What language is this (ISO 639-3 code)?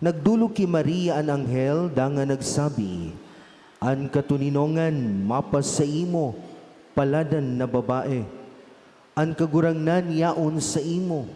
bik